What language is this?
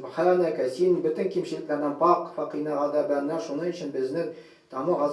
Tatar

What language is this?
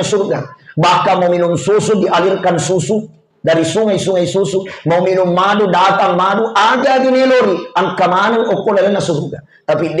Buginese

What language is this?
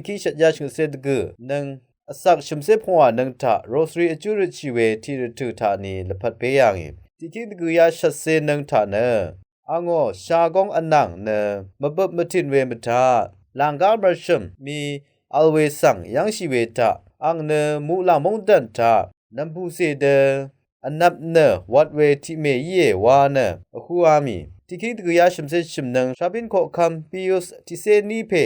Rawang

